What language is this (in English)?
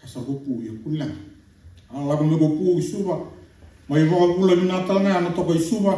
Fijian